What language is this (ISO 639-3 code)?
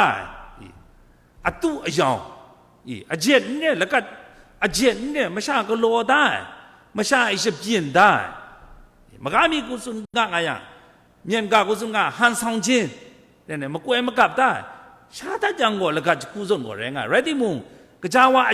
kac